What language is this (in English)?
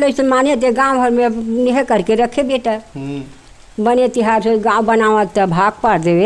Chhattisgarhi